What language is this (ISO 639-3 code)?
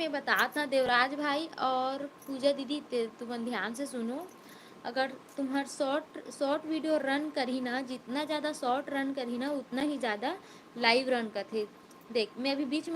hne